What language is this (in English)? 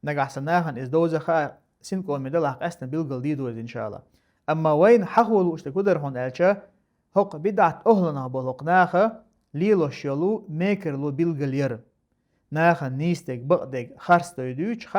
Chechen